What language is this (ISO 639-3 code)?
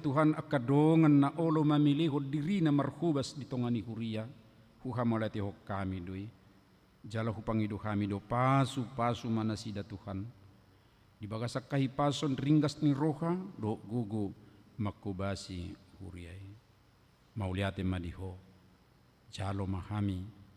bbc